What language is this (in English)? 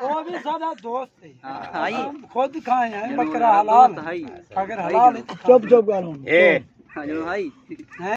Saraiki